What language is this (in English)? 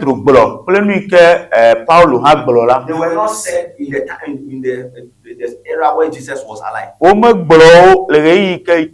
Ewe